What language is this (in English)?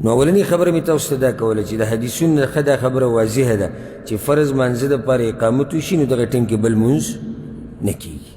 Pashto